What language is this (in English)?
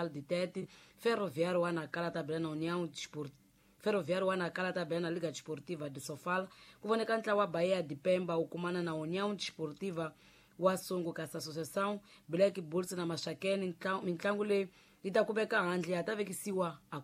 Tsonga